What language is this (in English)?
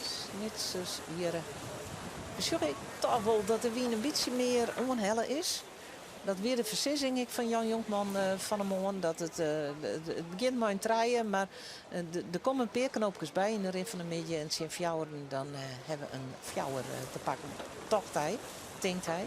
Western Frisian